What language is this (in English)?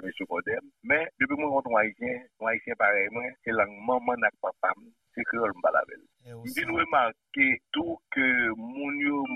Haitian Creole